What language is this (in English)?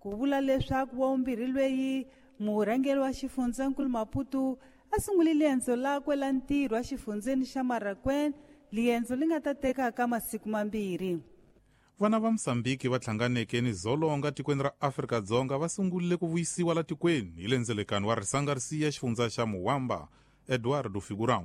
Tsonga